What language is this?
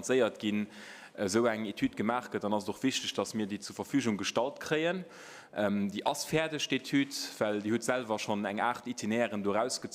Luxembourgish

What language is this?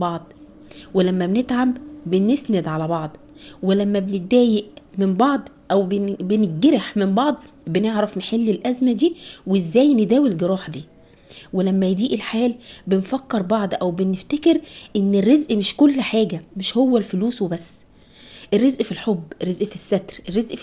Egyptian Arabic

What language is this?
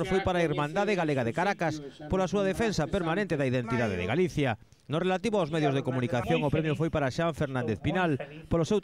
Galician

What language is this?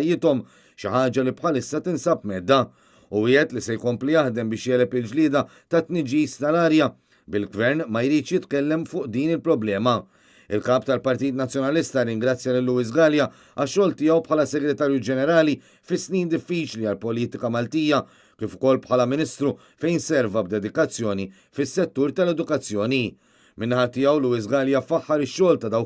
Maltese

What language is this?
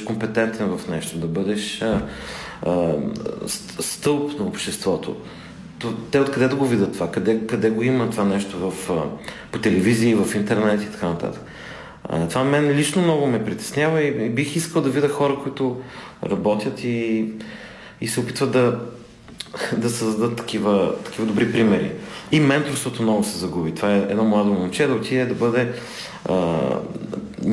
Bulgarian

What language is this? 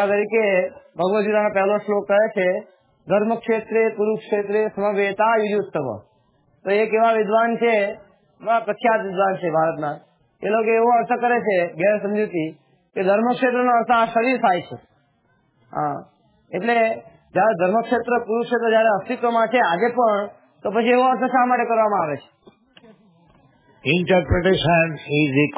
Gujarati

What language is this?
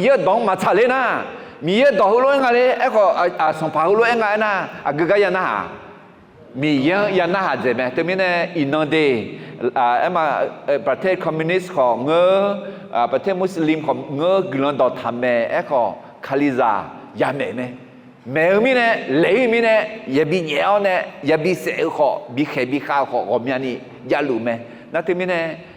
Akha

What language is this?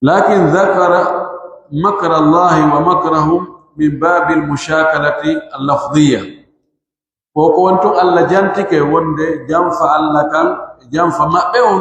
Pular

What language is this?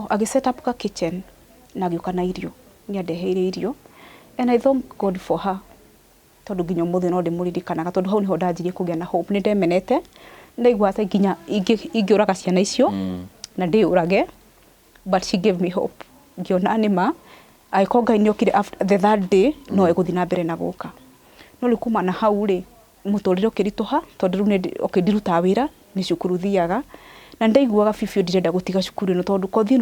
Kikuyu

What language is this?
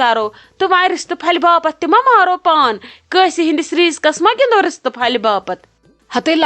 Kashmiri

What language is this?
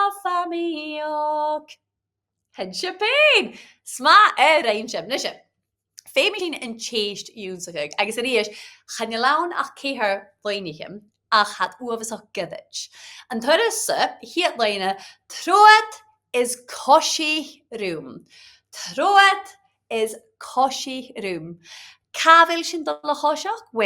Scottish Gaelic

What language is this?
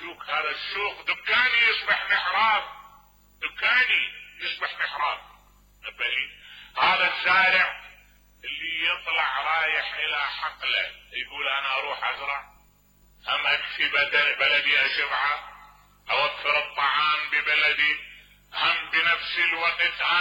Mesopotamian Arabic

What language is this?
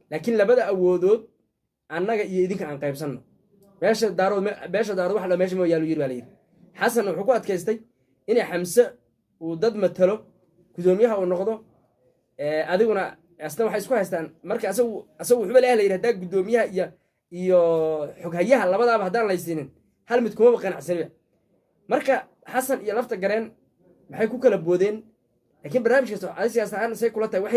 Somali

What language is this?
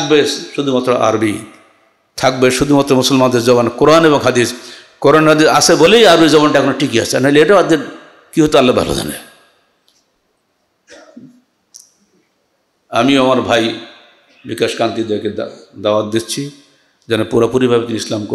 Bangla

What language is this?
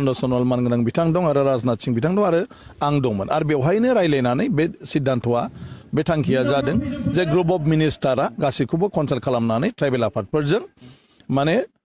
Bodo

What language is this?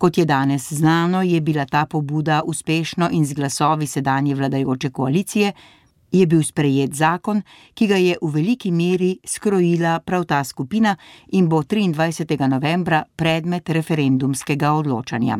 Slovenian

